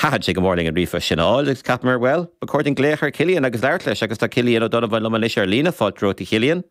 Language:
Irish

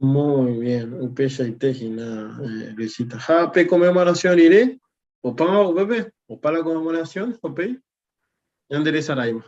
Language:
Guarani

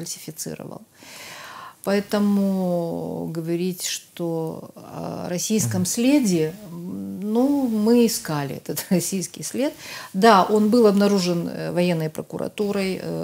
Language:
Russian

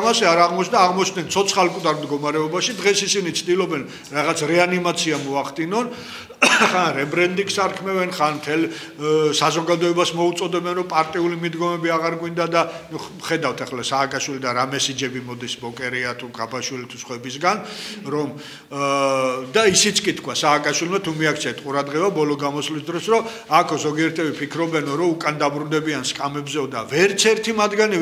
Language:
Georgian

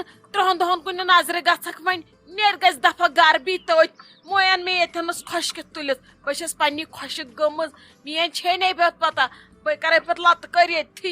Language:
Kashmiri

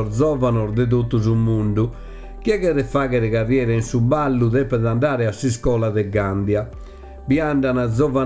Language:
Sardinian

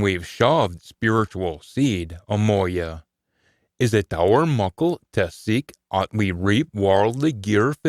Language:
Scots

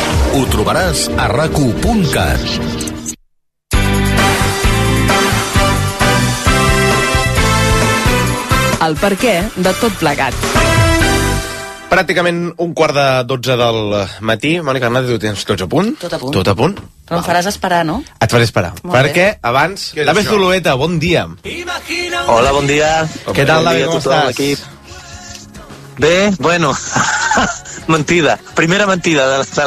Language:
Catalan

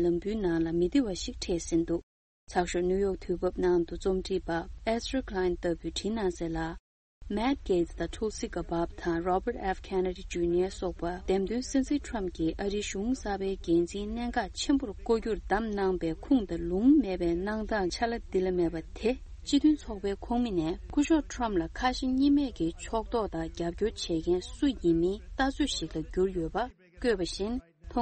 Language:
Tibetan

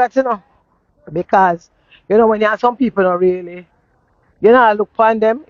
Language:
Jamaican Creole English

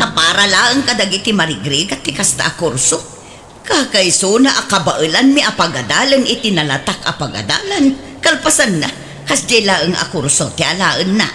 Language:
Iloko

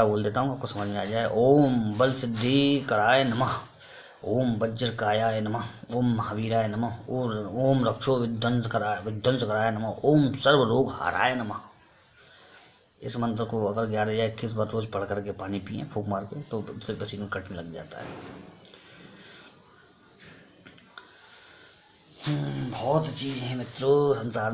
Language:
Hindi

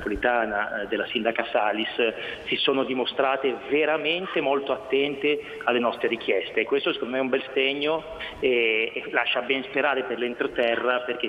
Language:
Italian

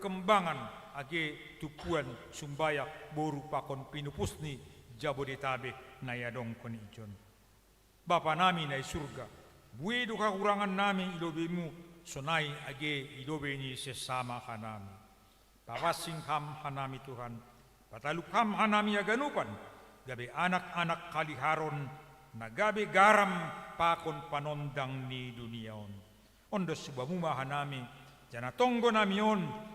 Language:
Batak Simalungun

